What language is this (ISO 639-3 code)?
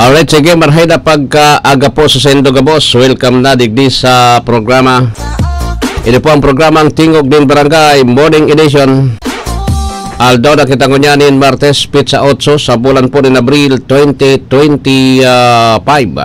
bik